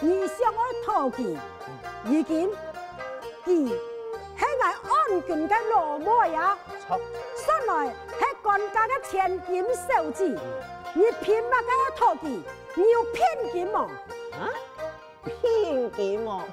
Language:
Hakka Chinese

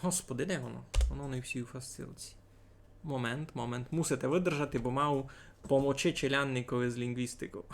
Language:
Rusyn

